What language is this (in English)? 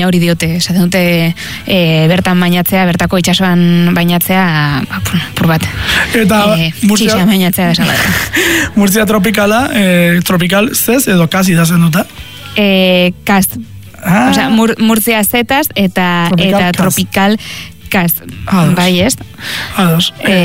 Basque